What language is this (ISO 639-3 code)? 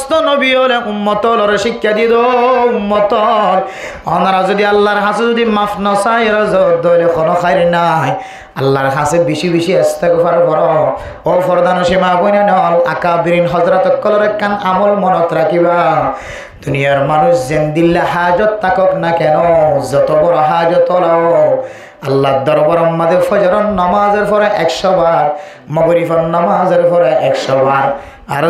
rhg